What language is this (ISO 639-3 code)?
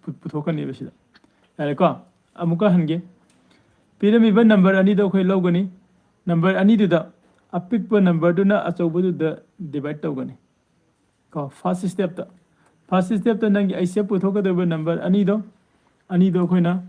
mni